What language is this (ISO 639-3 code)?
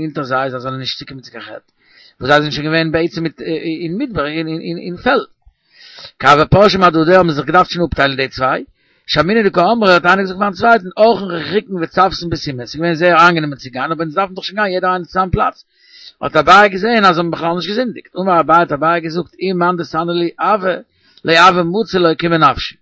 yid